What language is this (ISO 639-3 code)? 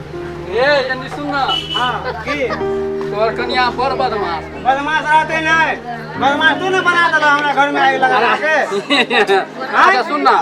mai